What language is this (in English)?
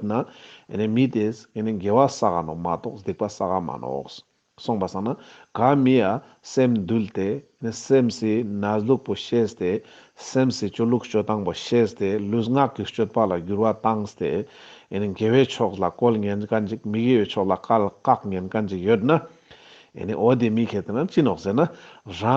Ladakhi